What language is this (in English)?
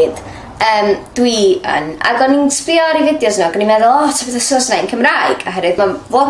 Welsh